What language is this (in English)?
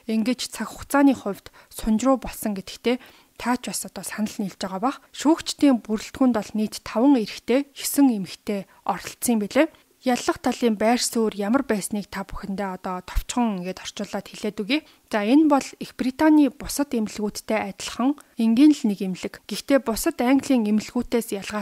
Mongolian